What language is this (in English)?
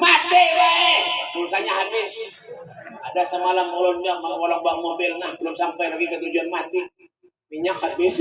Banjar